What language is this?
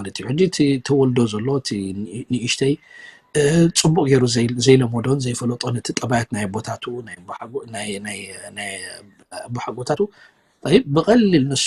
Tigrinya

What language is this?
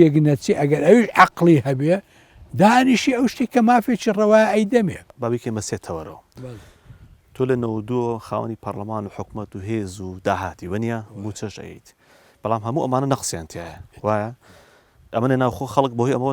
Central Kurdish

